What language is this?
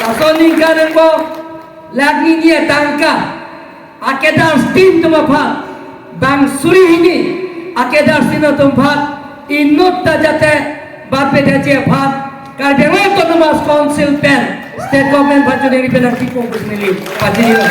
Karbi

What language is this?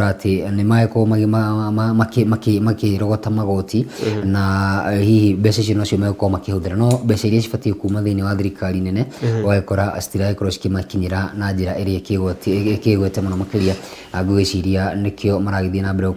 Kikuyu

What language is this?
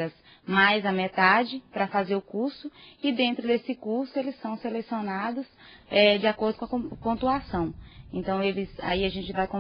Portuguese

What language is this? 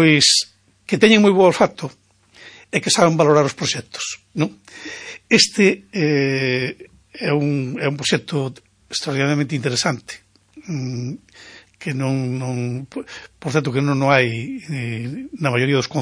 Galician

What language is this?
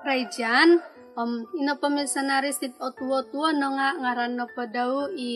Central Dusun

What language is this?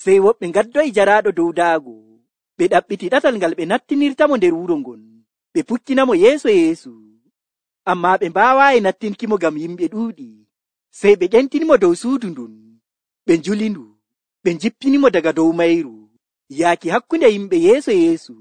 Nigerian Fulfulde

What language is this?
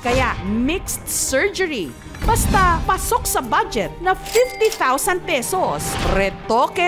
Filipino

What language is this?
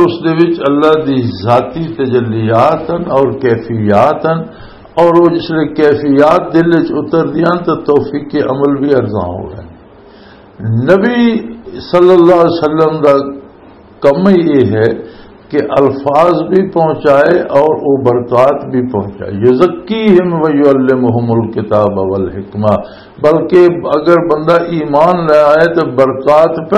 Western Panjabi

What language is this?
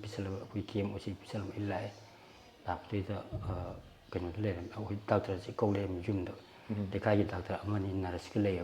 Manipuri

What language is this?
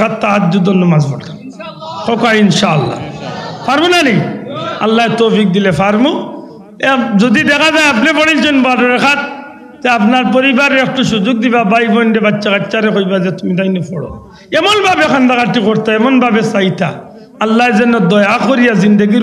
Sylheti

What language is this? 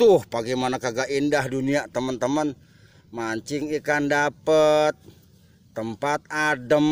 Betawi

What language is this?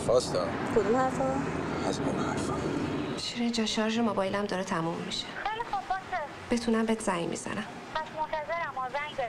Persian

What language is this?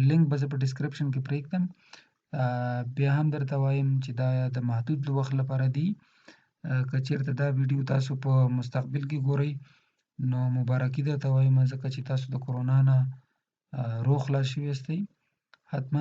Pashto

